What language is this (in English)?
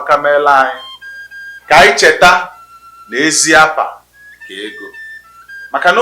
Igbo